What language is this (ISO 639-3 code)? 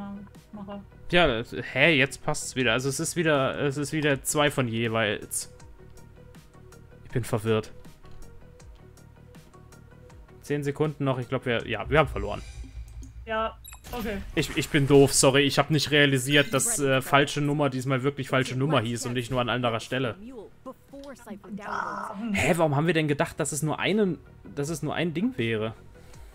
deu